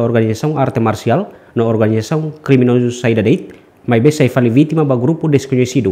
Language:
Tetum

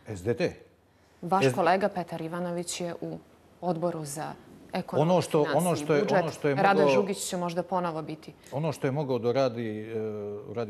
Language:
Bosnian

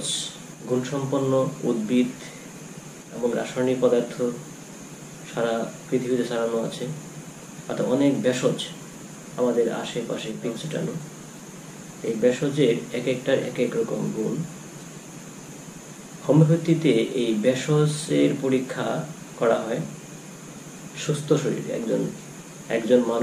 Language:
Bangla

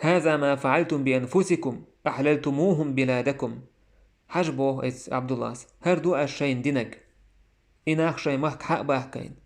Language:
Chechen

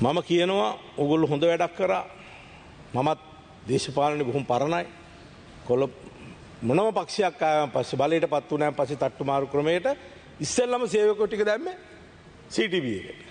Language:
Sinhala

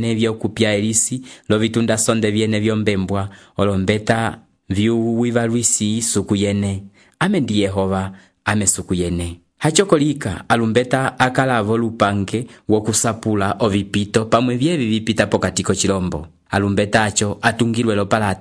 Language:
Umbundu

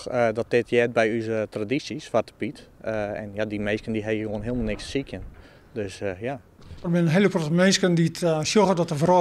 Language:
Western Frisian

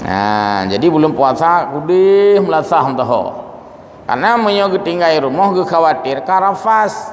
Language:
Achinese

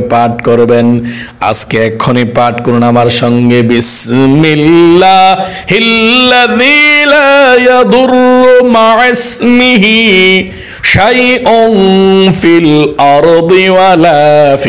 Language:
Bangla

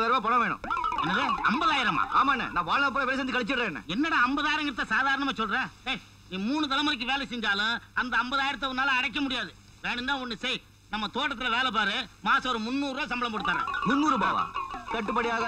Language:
Tamil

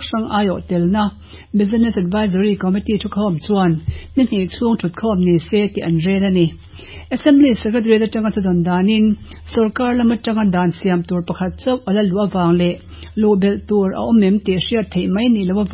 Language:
Mizo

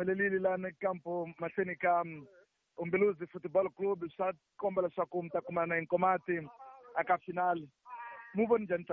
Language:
Tsonga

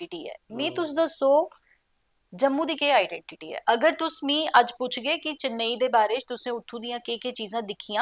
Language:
Dogri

